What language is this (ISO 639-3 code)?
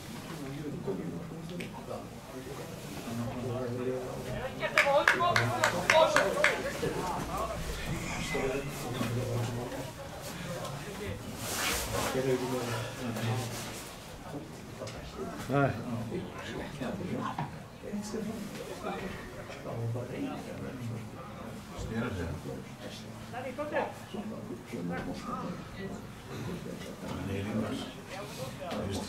isl